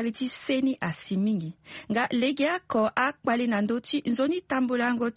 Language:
Sango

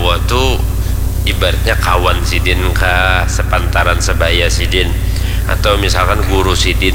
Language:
Banjar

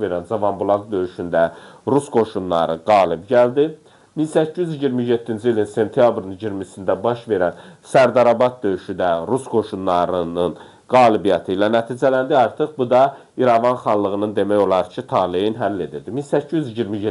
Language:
Azerbaijani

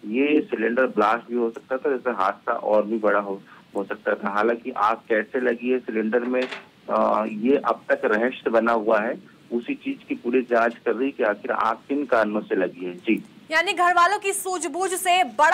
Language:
Hindi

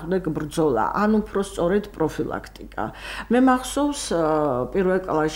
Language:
Georgian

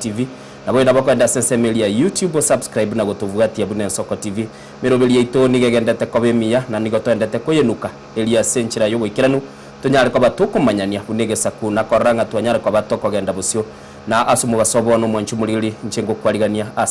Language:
Gusii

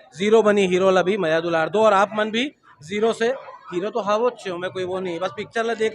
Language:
Chhattisgarhi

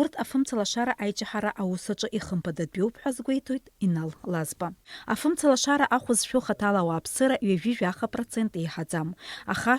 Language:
Abkhazian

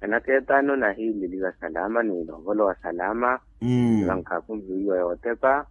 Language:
Makhuwa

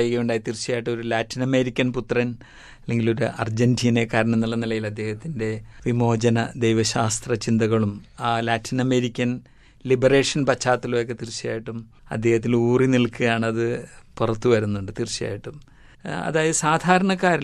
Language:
Malayalam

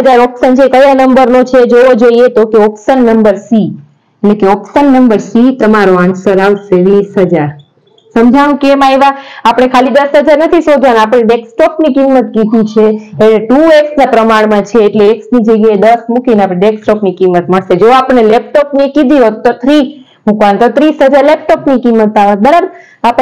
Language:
Gujarati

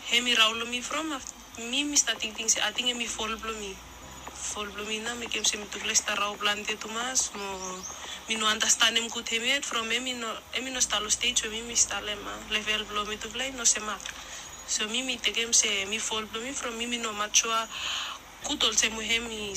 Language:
Bislama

